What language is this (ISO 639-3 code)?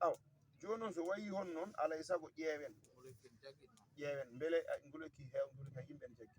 ful